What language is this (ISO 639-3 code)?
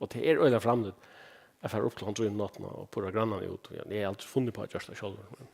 fao